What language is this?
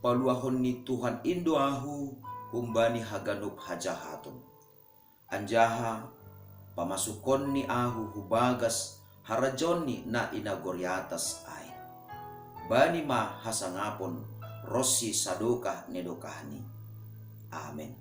Batak Simalungun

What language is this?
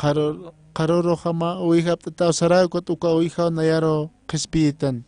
Aymara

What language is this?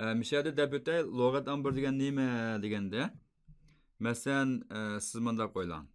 Uyghur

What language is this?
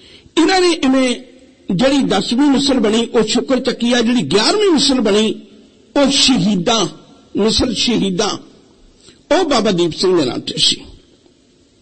Punjabi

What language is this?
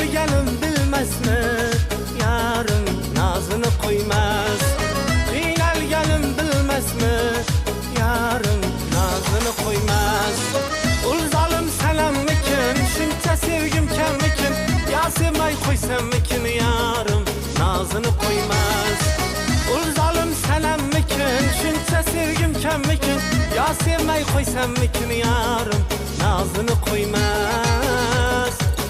Kara-Kalpak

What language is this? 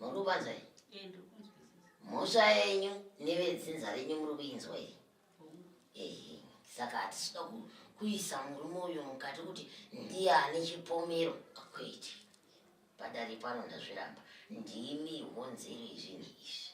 Shona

